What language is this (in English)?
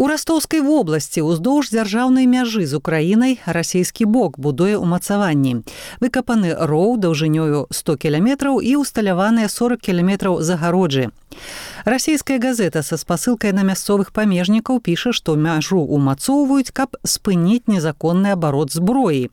Belarusian